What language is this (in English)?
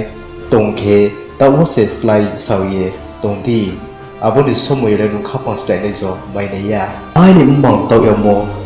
Riang (India)